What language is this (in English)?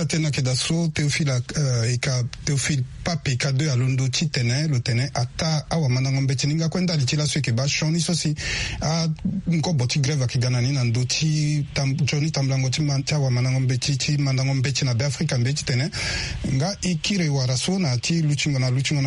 Sango